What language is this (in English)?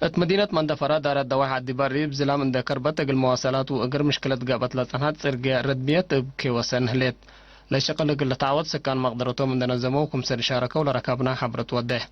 Tigre